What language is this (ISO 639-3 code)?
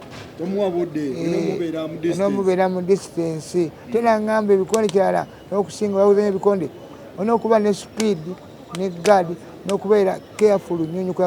lug